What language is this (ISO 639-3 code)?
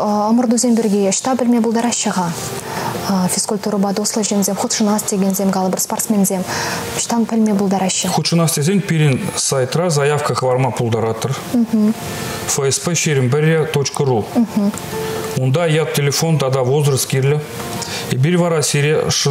chv